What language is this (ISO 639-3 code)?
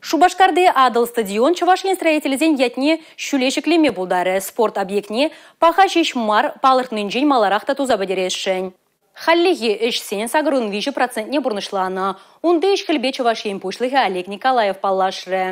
chv